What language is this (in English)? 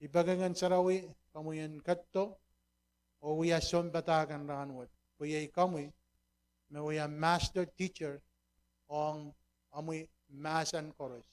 Pohnpeian